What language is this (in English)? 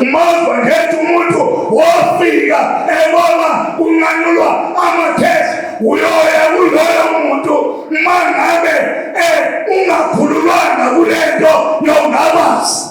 Zulu